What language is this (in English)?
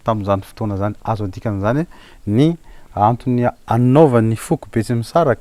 Malagasy